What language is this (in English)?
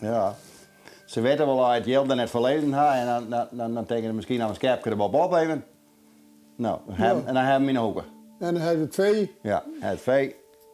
Western Frisian